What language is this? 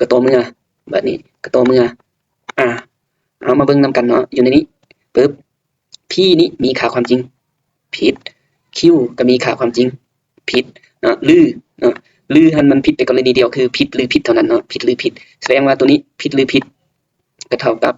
Lao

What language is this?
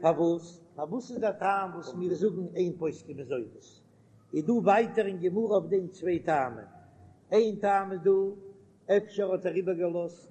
Yiddish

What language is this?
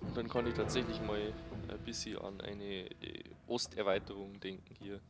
Bavarian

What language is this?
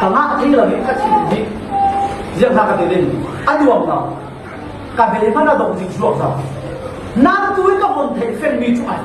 Falam Chin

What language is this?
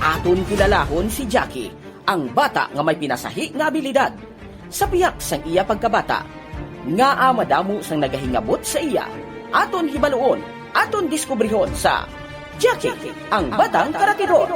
Hiligaynon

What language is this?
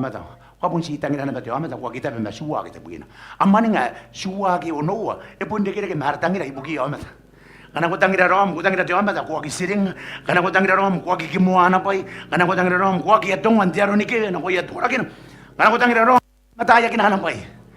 Gilbertese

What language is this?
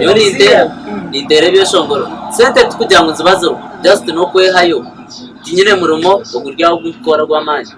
Nyankole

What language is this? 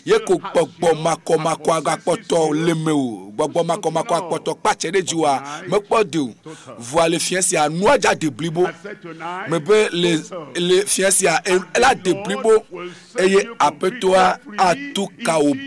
Ewe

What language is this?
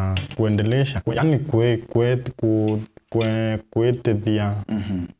Meru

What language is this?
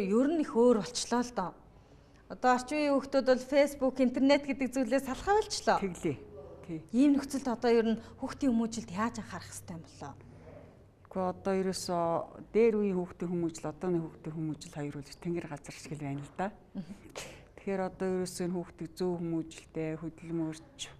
Mongolian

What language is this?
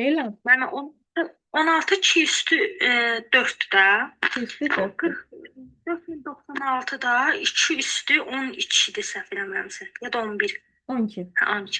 Azerbaijani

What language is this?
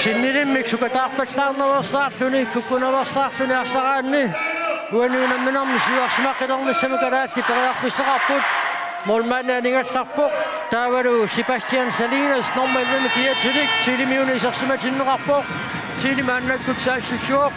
Kalaallisut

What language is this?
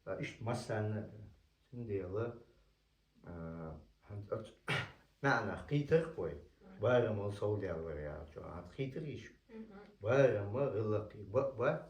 Chechen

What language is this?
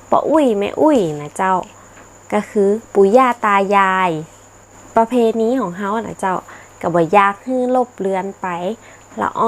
Northern Thai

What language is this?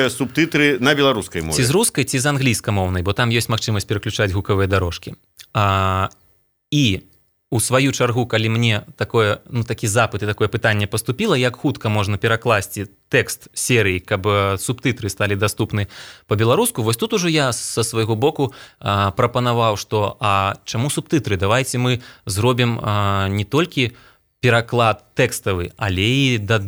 Belarusian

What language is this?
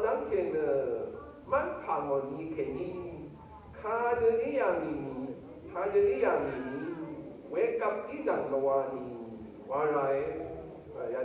Rawang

